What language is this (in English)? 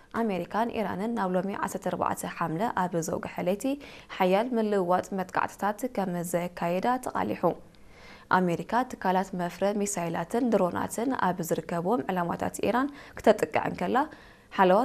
Tigrinya